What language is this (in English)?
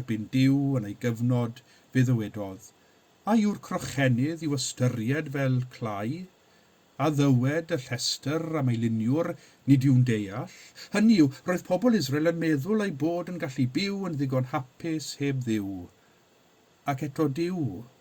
Welsh